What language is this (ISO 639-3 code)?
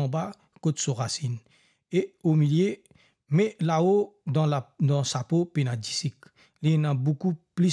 mfe